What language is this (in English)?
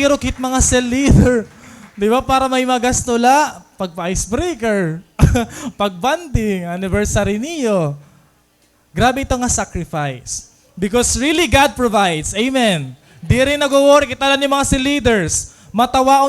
Waray